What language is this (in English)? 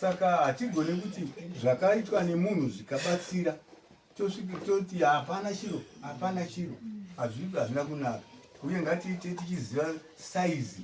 Shona